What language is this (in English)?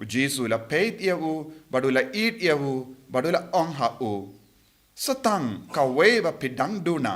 Khasi